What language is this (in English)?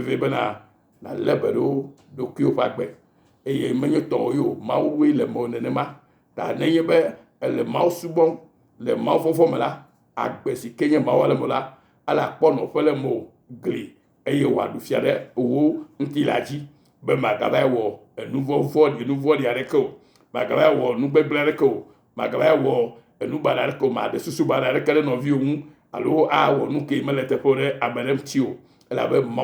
Ewe